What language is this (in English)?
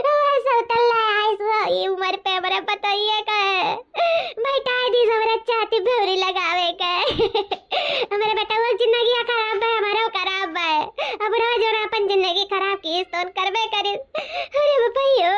Awadhi